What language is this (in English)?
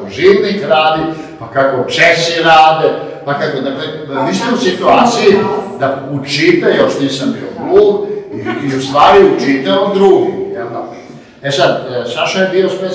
Serbian